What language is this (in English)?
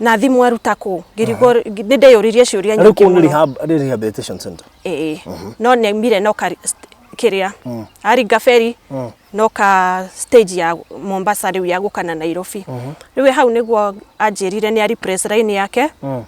Kikuyu